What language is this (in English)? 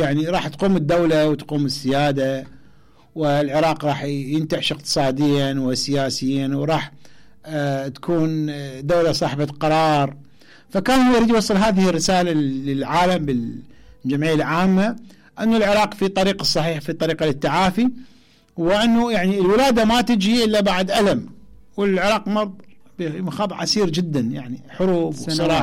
Mesopotamian Arabic